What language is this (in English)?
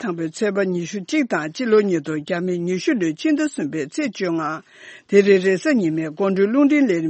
Tibetan